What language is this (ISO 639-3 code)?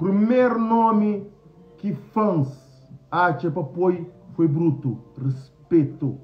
kea